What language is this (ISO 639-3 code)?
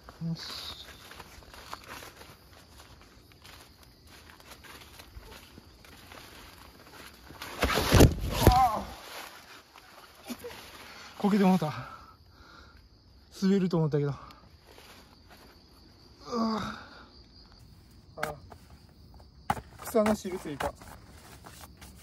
jpn